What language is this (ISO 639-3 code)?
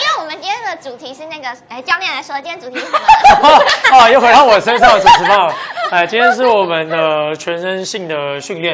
zho